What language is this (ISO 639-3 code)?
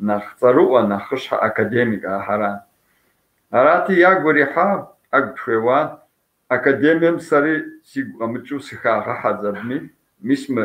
kbd